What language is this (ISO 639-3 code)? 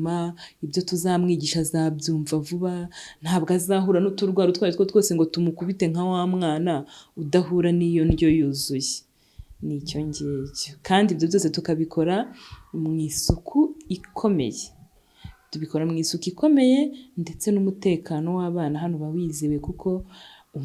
kin